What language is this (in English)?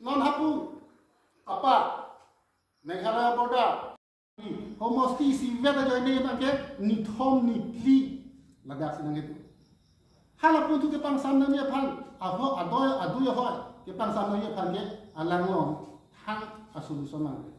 Karbi